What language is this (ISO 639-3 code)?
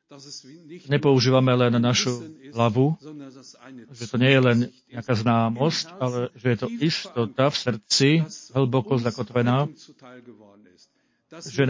slk